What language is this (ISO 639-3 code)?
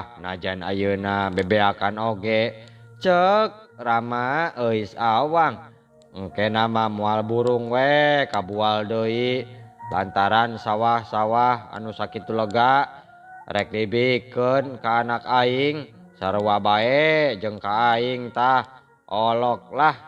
sun